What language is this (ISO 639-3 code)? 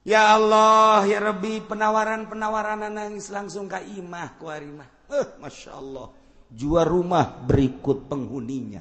sun